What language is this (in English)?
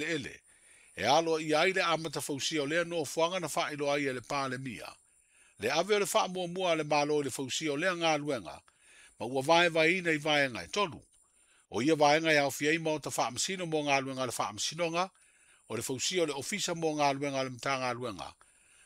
Samoan